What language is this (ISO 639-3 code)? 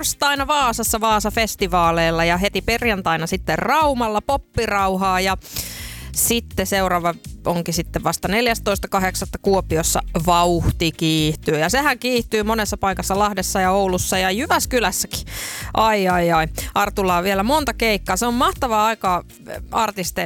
fin